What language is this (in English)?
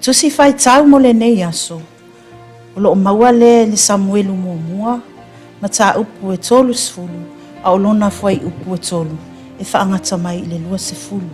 Samoan